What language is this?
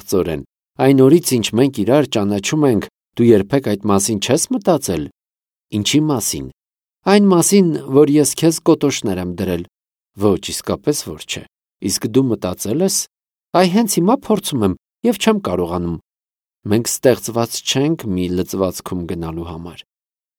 Armenian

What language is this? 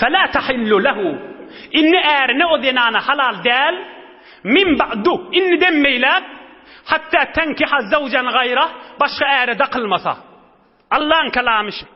Turkmen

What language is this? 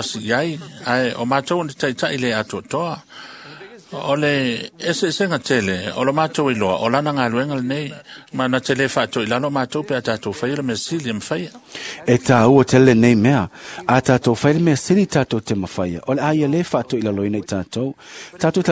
Samoan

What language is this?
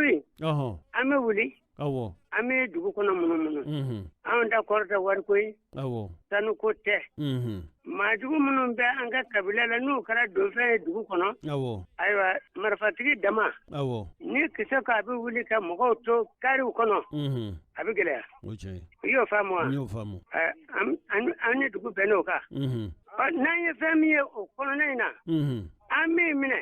Bambara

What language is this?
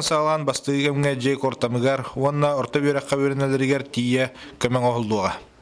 Yakut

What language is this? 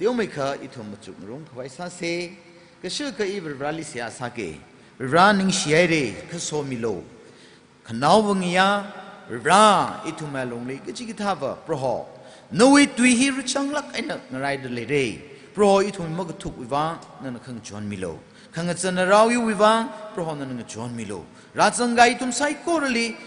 Tangkhul Naga (India)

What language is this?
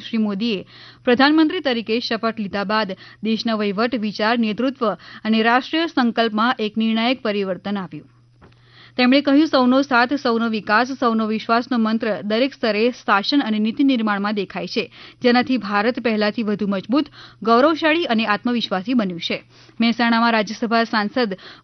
Gujarati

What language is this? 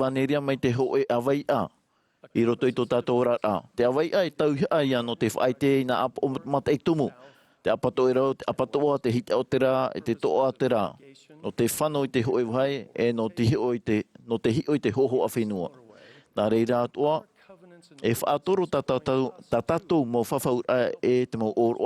Tahitian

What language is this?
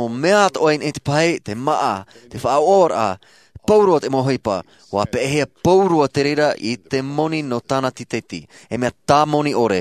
Tahitian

